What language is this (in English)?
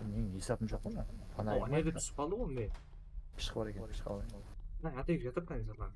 Kara-Kalpak